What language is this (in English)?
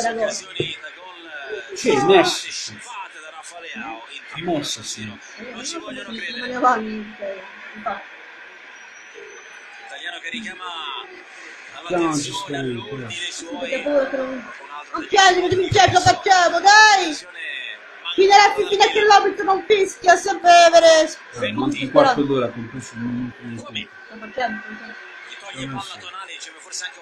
Italian